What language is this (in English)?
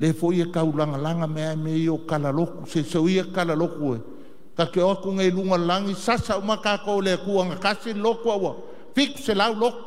Samoan